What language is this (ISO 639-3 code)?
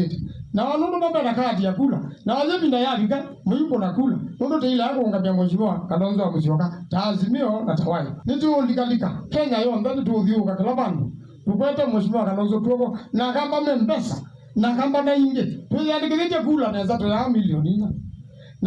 kam